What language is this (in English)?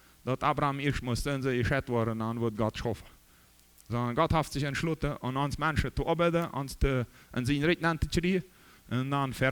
Plautdietsch